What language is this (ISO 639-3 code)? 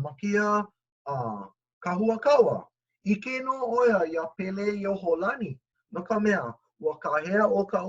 haw